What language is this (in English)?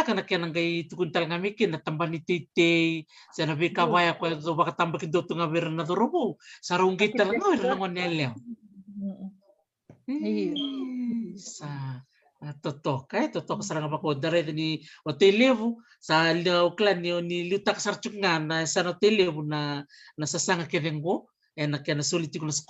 Fijian